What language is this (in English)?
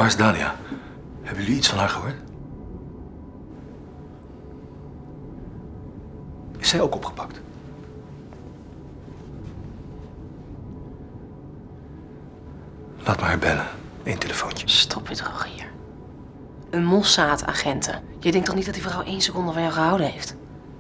Dutch